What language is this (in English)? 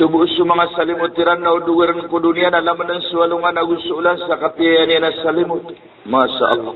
Maranao